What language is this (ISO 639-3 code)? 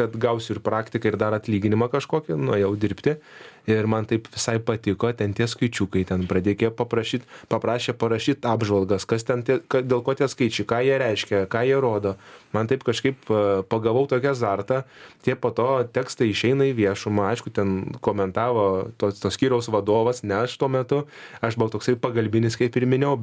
lit